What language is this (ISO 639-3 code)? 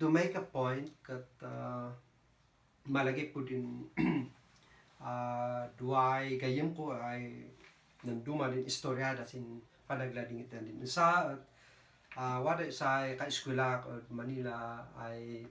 kne